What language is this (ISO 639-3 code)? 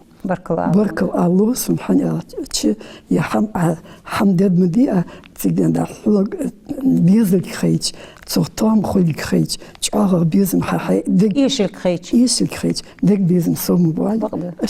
inh